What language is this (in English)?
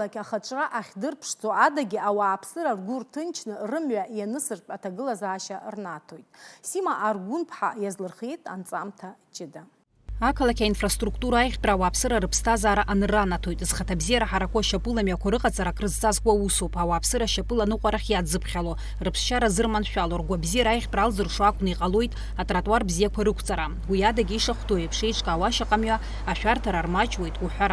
Abkhazian